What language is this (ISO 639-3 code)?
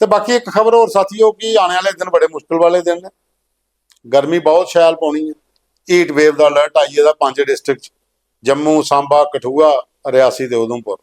doi